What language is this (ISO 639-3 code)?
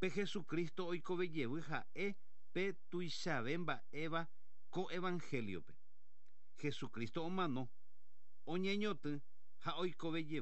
grn